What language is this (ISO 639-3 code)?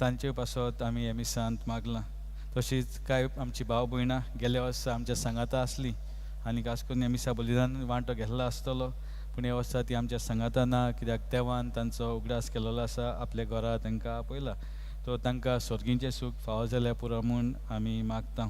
kok